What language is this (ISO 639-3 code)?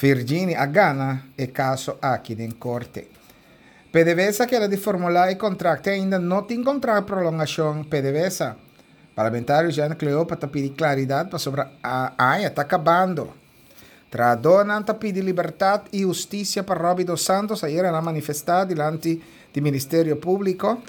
pap